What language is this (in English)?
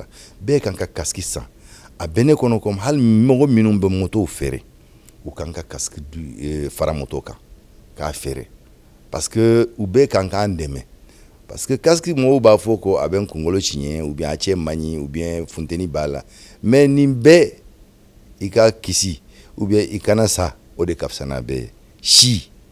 Bambara